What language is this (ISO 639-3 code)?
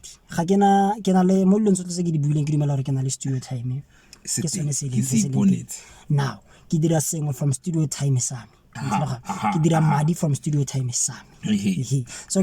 tsn